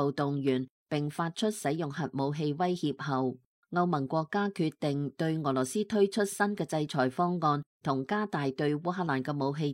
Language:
Cantonese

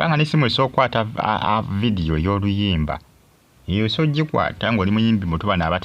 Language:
Ganda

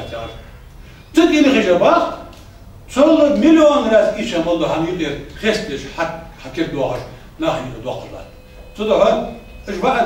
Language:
Ingush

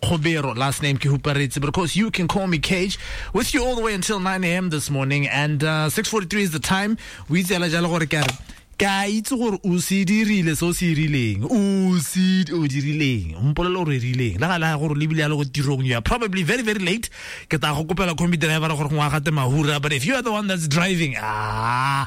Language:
Tswana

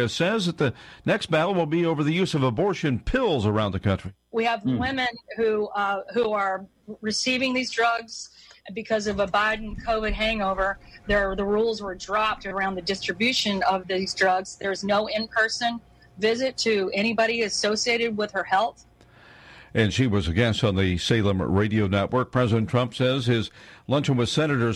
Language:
English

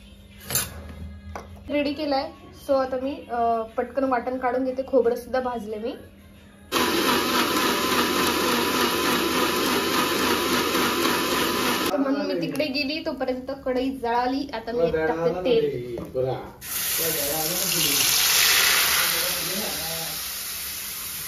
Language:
Marathi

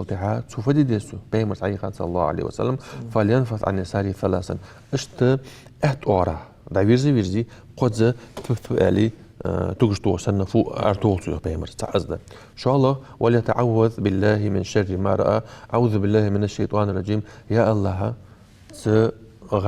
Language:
Ingush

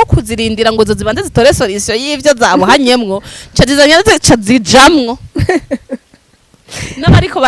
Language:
Rundi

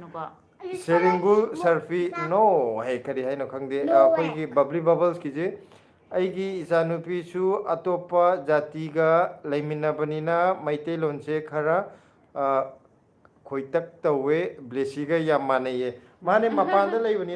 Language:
Manipuri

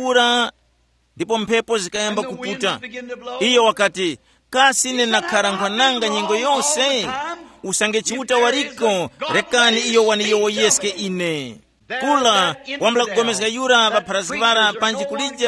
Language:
Tumbuka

